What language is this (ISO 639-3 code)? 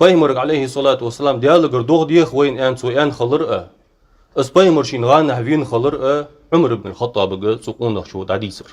inh